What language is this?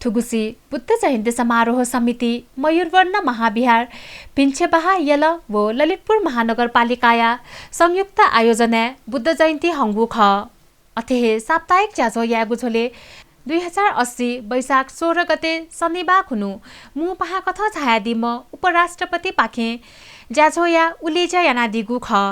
Newari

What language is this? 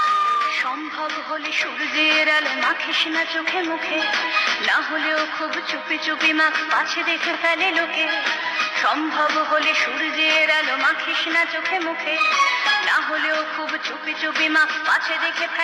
Bangla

